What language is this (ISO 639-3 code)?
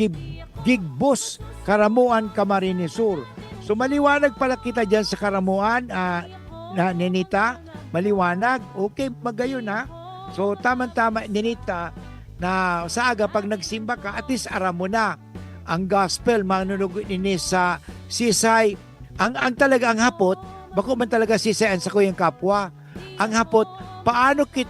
bik